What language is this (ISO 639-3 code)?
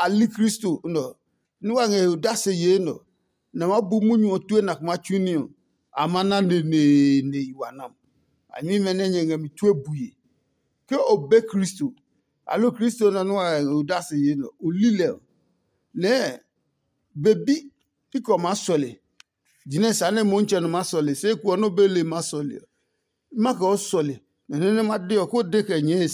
ada